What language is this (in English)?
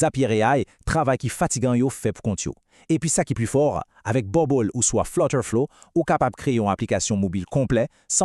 Haitian Creole